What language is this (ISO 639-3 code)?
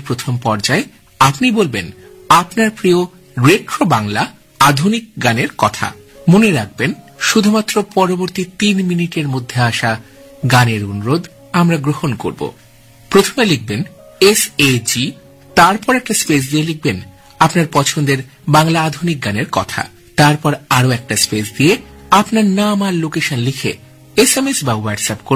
ben